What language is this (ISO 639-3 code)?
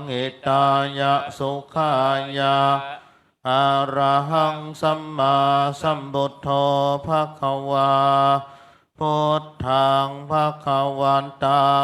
pli